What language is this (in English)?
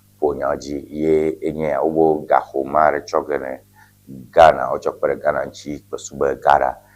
Ewe